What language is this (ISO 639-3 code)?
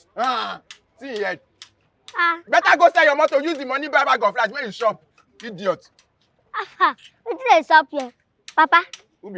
pcm